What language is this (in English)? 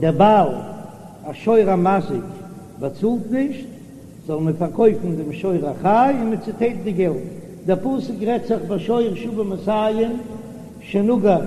Yiddish